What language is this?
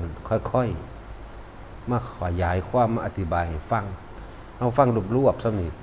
Northeastern Thai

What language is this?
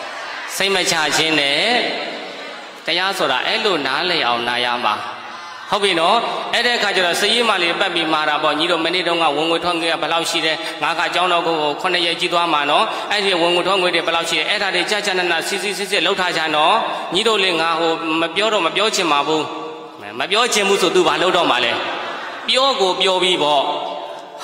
Burmese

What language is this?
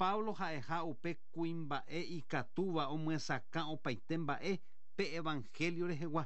Guarani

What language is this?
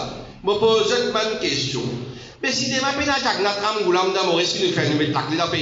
Morisyen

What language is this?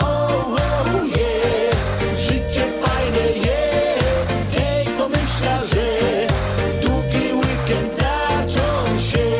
Silesian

